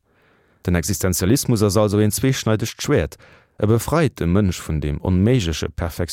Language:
Luxembourgish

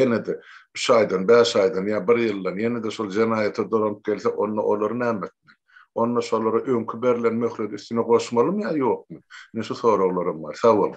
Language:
Turkmen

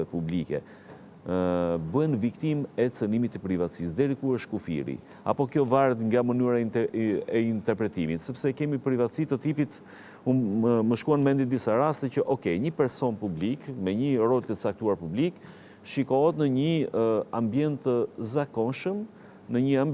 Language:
Albanian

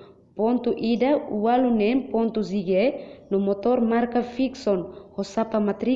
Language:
Tetum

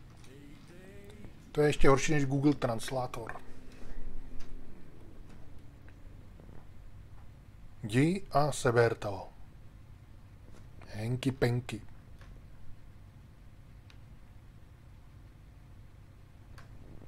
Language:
Czech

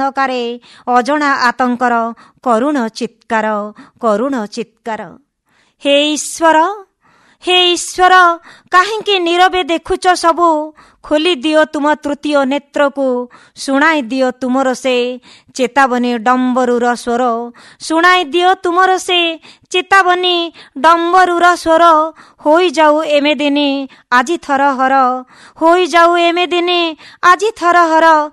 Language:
Odia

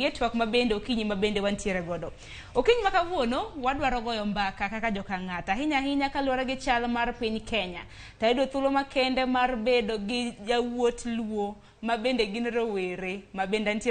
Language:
Luo (Kenya and Tanzania)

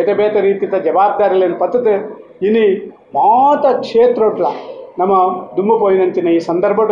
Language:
Tulu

